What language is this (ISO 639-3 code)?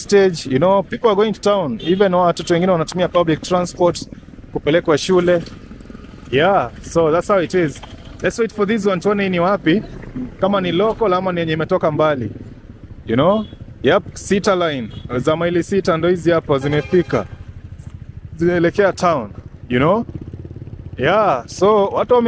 swa